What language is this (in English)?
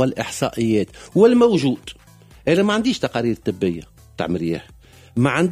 Tunisian Arabic